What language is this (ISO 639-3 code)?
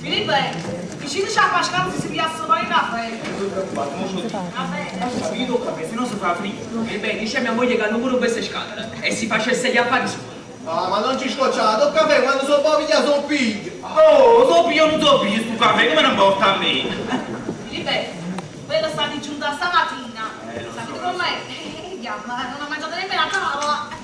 nap